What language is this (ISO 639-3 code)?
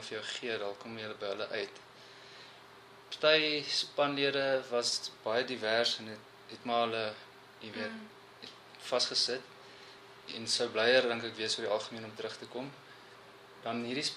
afr